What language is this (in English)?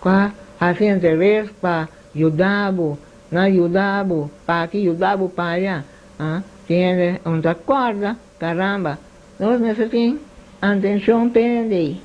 Papiamento